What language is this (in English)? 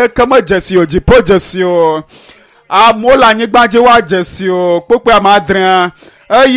Ewe